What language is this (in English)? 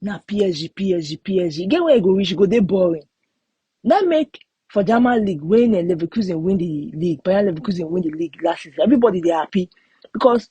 Nigerian Pidgin